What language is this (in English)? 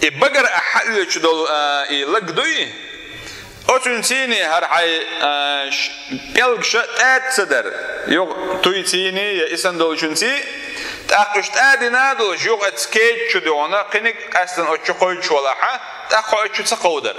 Chechen